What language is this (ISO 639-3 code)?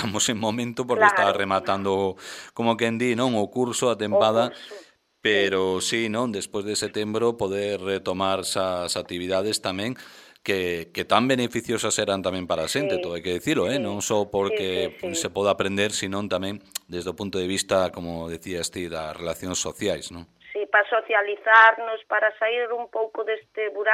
glg